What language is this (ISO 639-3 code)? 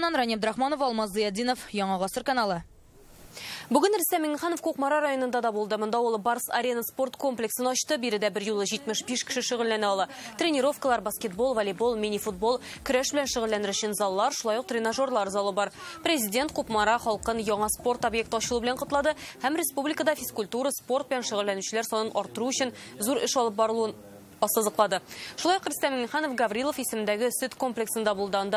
tat